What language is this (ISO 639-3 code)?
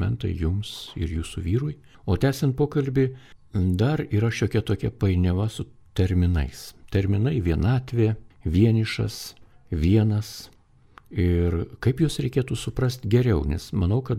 lit